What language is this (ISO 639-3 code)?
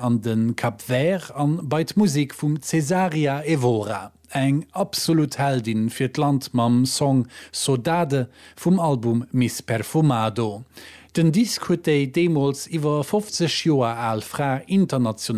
ltz